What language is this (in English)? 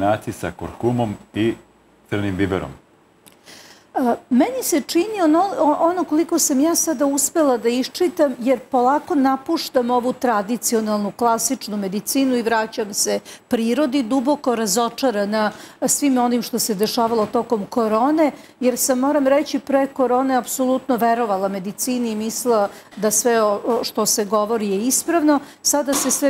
Serbian